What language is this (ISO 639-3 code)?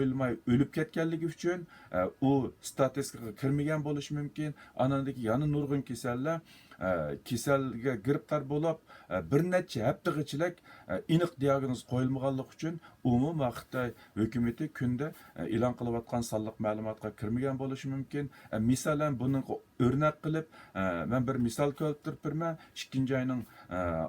uig